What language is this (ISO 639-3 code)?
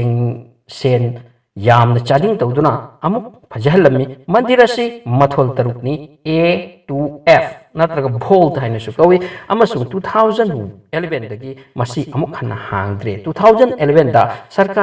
mni